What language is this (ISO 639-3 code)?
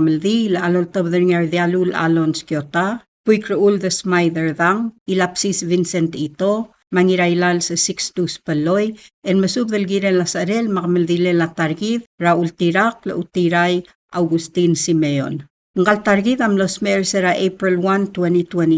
pau